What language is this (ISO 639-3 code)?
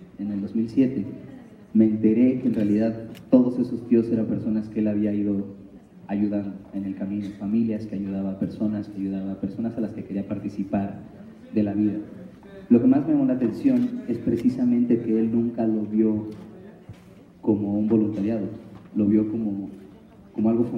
spa